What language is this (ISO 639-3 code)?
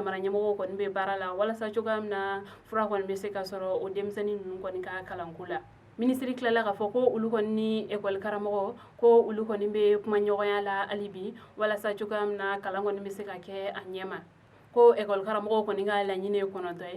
bam